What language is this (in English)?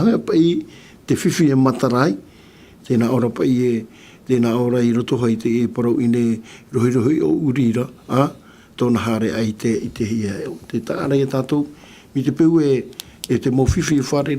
Tahitian